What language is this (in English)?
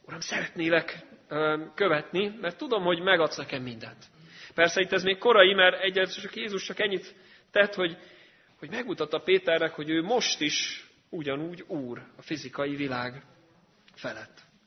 Hungarian